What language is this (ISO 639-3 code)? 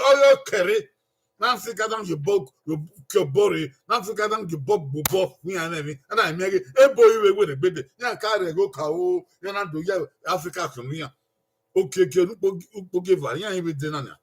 bin